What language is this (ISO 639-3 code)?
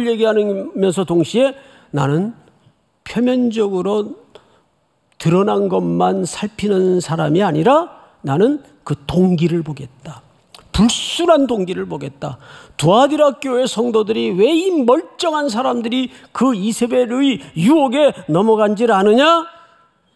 kor